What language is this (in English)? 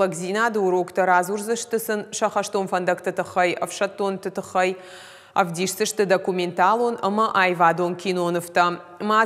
Ossetic